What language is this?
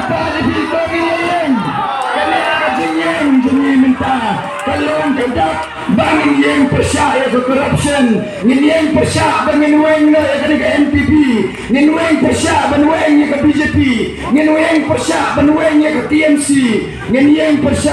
Khasi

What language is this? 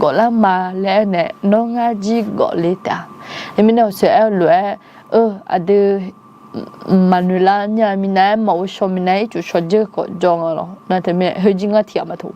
Akha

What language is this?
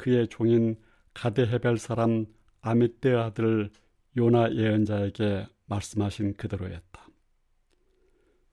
Korean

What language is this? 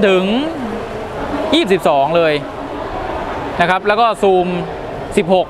Thai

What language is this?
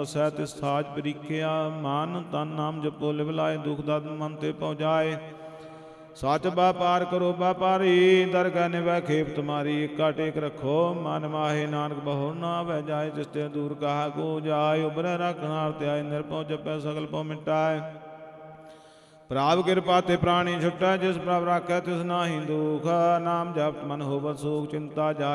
Punjabi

